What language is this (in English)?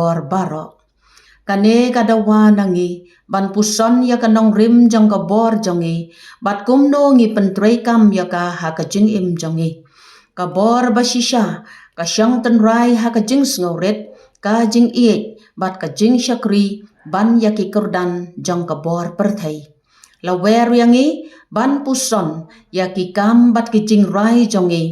Khasi